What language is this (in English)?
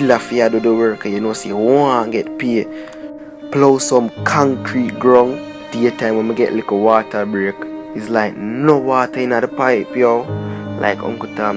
Jamaican Creole English